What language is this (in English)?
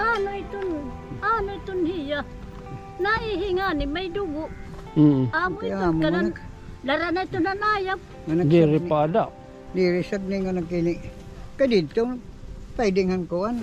Waray